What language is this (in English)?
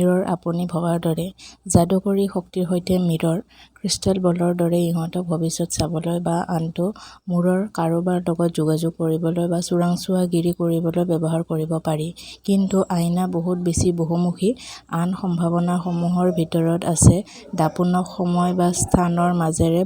Assamese